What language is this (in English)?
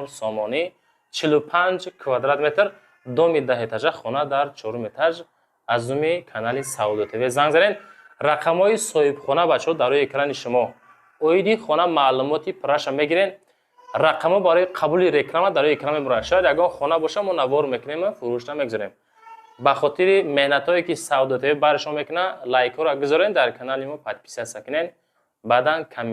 Tajik